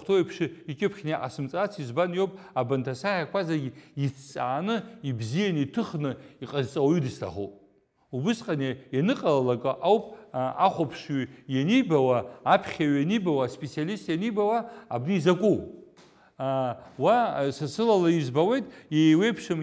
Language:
Abkhazian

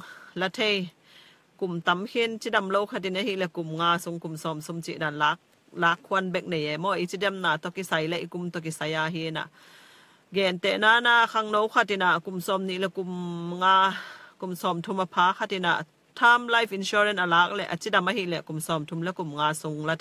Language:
Tedim Chin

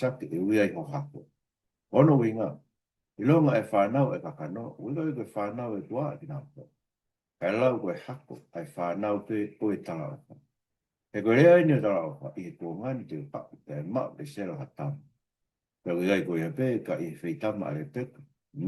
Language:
Tongan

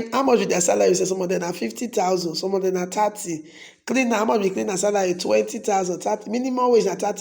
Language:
Nigerian Pidgin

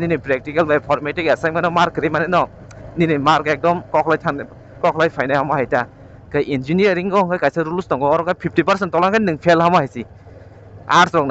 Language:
Kok Borok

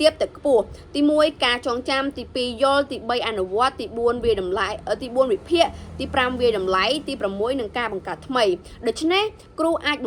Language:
Khmer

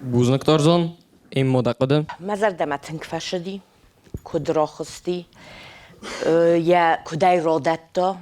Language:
Ossetic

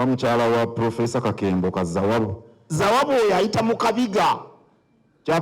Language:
Ganda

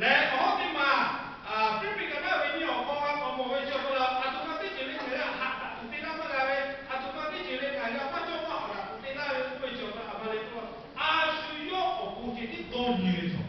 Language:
Lahu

